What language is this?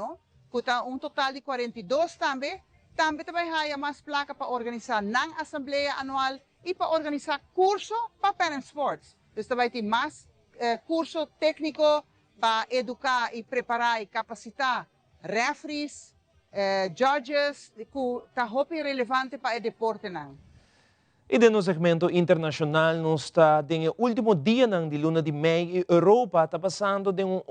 Papiamento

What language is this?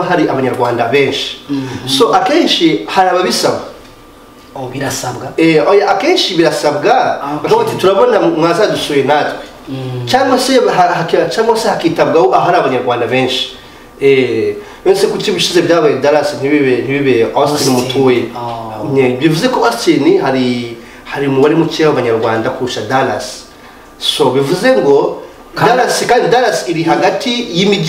Kinyarwanda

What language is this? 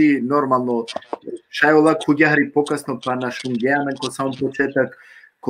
Balkan Romani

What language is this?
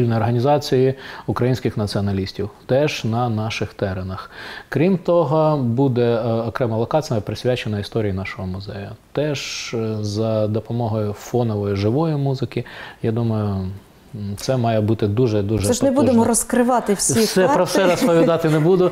Ukrainian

